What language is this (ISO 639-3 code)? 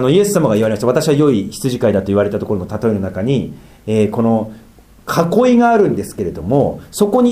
jpn